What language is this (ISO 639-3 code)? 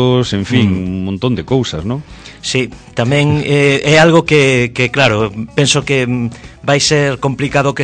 glg